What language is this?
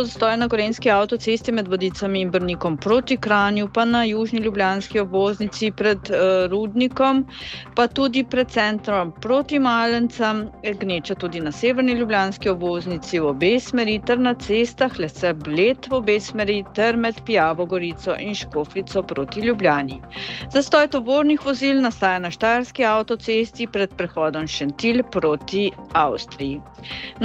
Slovenian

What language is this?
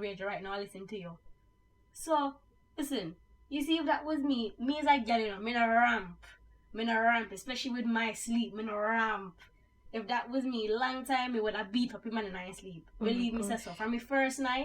Jamaican Creole English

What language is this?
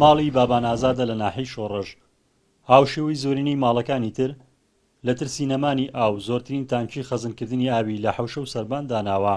Central Kurdish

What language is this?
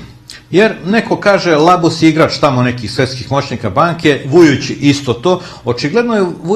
Serbian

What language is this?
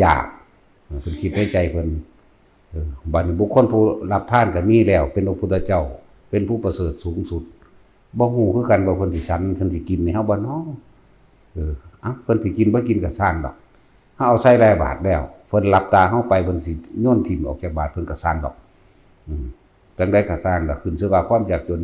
Northeastern Thai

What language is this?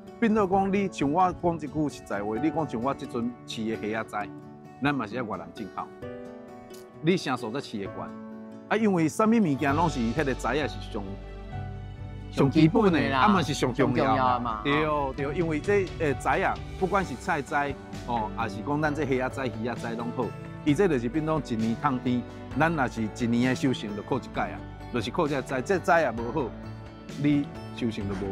Min Nan Chinese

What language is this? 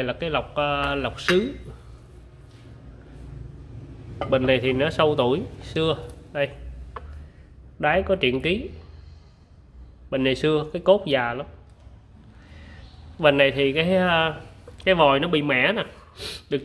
Vietnamese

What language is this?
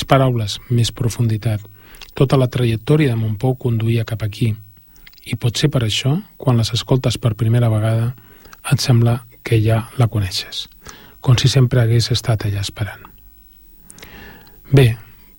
Catalan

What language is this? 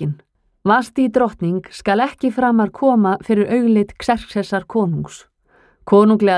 Icelandic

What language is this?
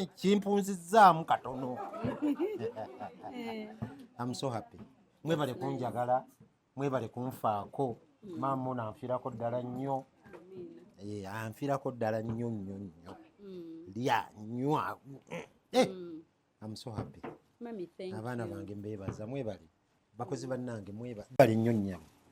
Ganda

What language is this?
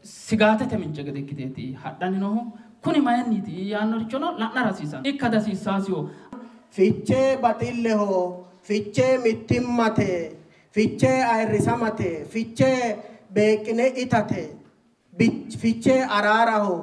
Sidamo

